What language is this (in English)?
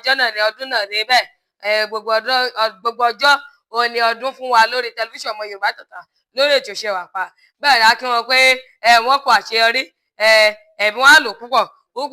Yoruba